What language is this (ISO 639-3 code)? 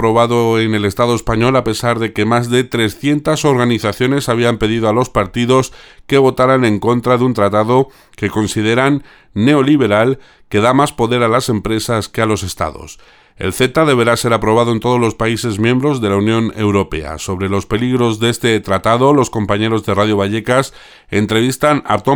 spa